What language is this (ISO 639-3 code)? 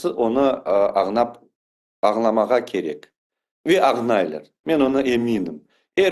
crh